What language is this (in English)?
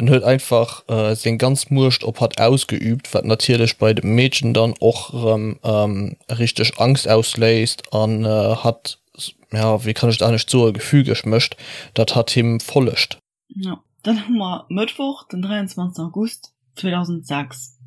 Luxembourgish